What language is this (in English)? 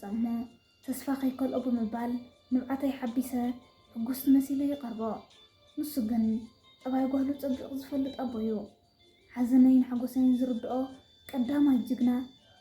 Tigrinya